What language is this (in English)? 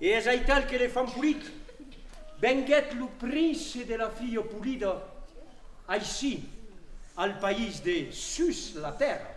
Occitan